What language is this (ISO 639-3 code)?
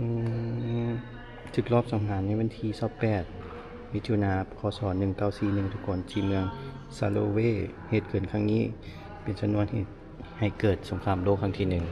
lao